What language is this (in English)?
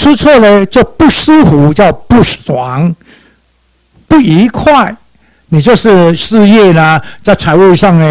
Chinese